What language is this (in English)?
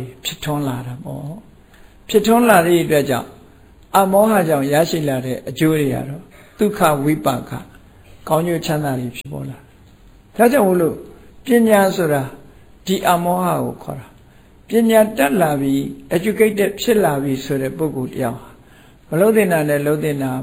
Burmese